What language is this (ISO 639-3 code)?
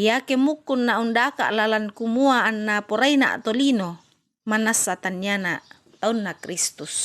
sda